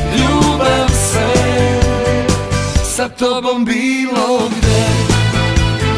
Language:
Serbian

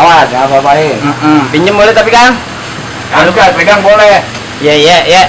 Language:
Betawi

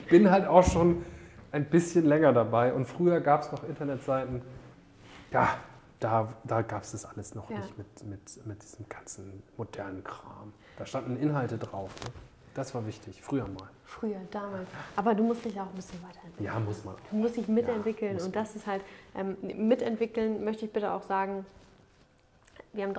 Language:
German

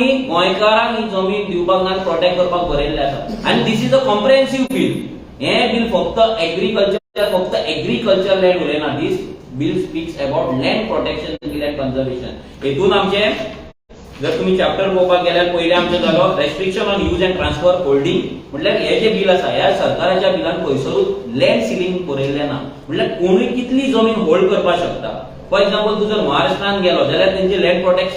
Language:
Konkani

